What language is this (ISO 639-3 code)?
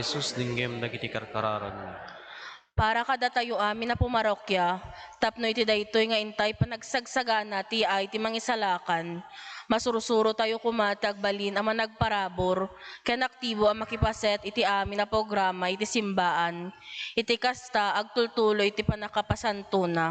ilo